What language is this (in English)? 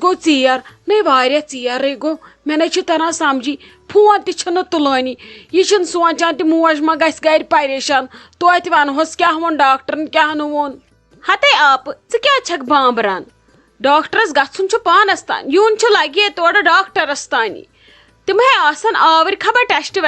Kashmiri